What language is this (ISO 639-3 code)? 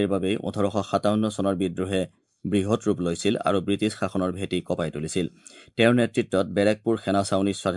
asm